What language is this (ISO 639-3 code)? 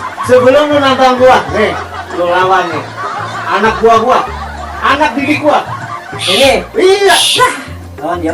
bew